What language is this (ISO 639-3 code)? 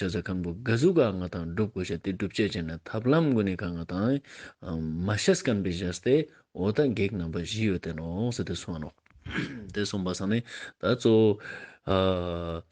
lbj